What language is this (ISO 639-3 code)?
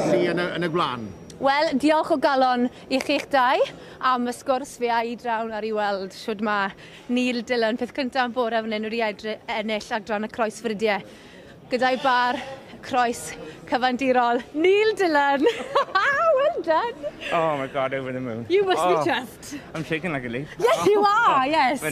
cym